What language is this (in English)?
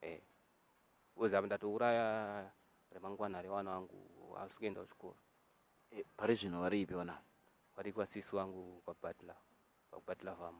Shona